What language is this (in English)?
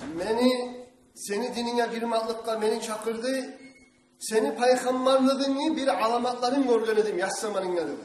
Kumyk